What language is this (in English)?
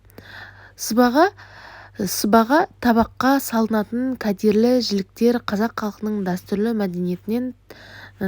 Kazakh